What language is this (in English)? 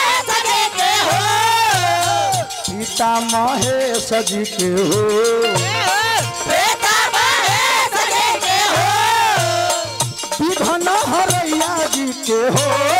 Bhojpuri